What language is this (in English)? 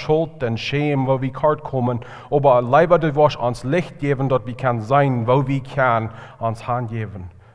Plautdietsch